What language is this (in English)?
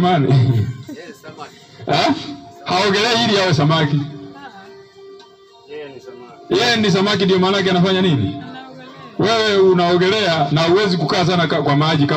Swahili